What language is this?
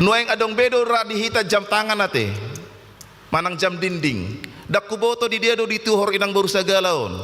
Batak Toba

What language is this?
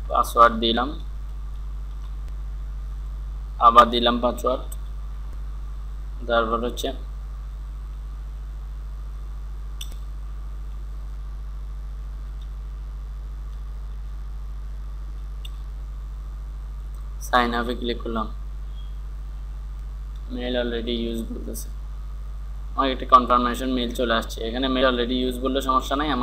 Bangla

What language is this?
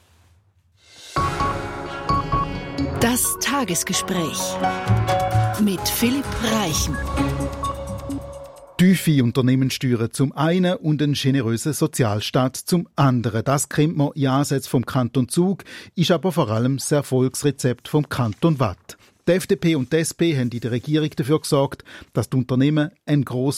German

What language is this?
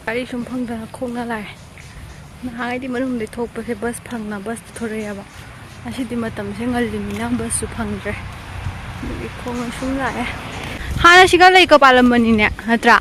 Manipuri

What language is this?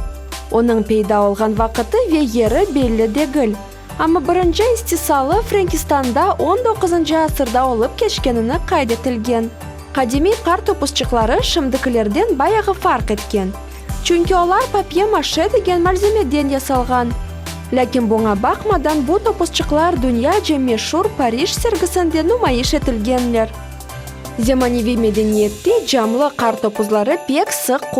Crimean Tatar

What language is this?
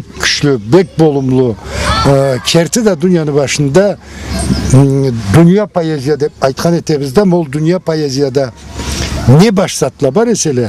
Karachay-Balkar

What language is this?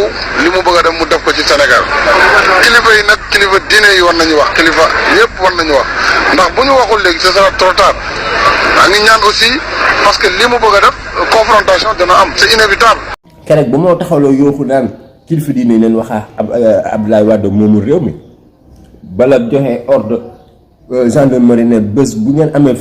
Wolof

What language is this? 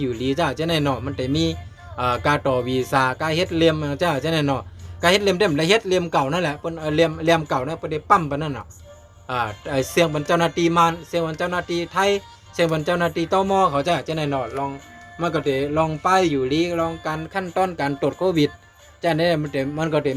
Shan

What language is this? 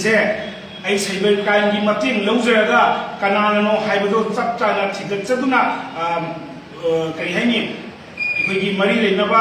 Manipuri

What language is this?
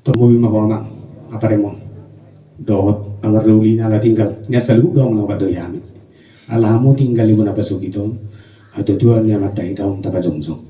Batak Toba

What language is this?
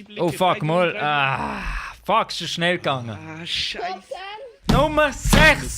Swiss German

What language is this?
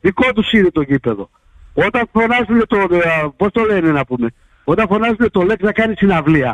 Greek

